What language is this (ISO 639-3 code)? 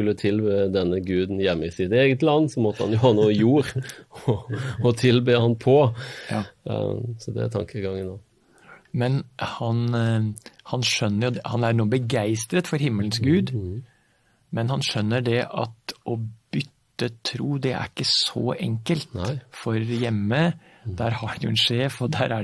nor